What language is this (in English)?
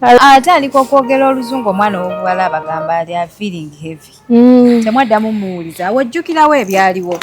Ganda